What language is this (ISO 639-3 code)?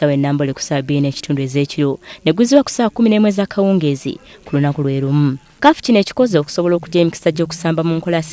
lug